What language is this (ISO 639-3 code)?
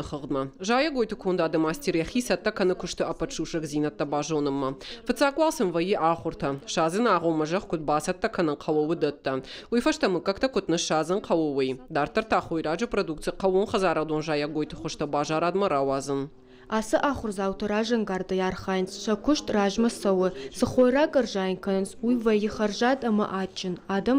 oss